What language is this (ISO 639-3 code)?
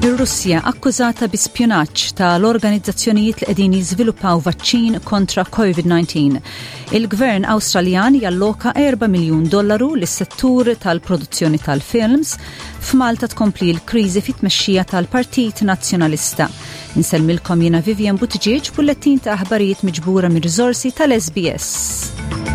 mlt